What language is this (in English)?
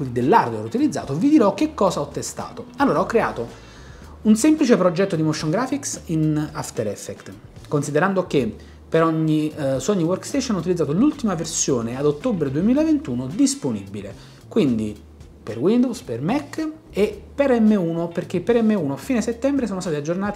Italian